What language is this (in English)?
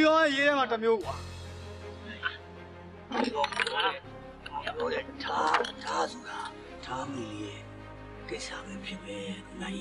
Burmese